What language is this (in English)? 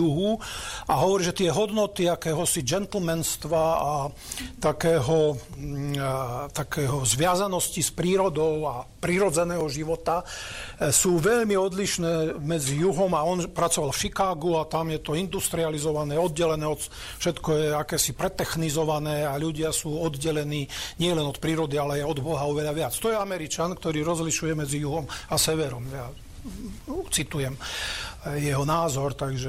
Slovak